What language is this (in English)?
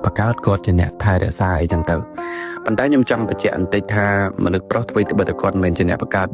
Khmer